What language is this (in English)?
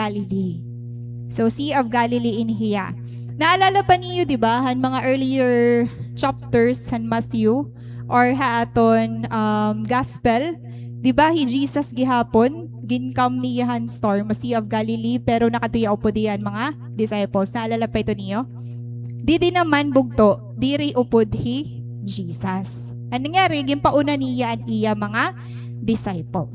Waray